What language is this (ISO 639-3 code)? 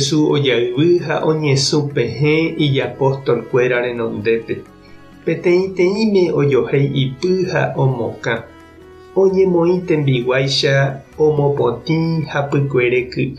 grn